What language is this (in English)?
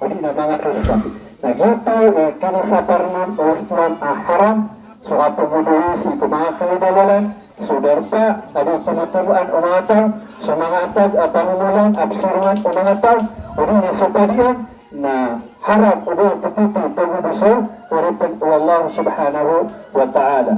Maranao